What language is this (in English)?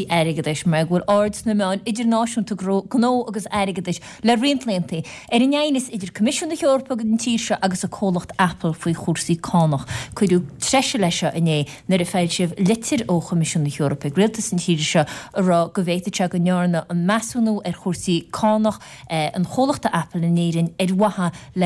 Irish